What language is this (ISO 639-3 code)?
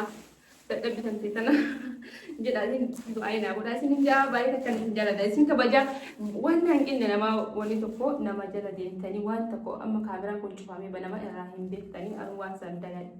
orm